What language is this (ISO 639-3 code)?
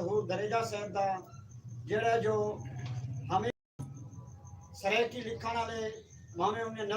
skr